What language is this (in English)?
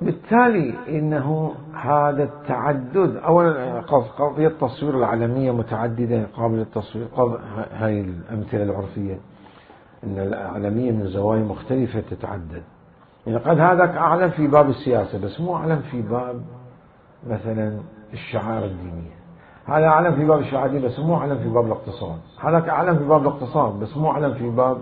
Mesopotamian Arabic